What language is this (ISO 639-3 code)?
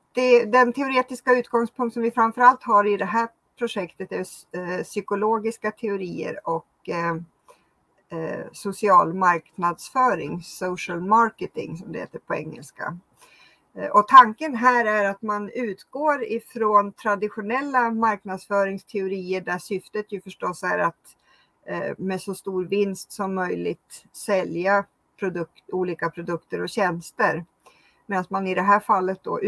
swe